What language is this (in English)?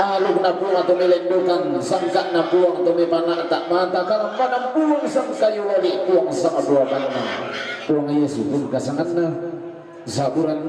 Toraja-Sa'dan